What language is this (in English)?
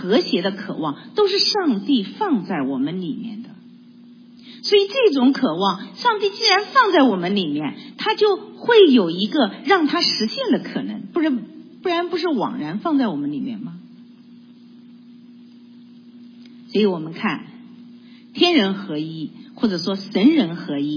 Chinese